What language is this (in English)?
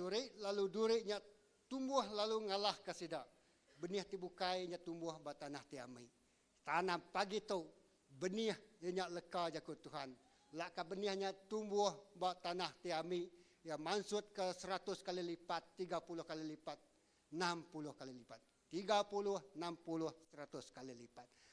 Iban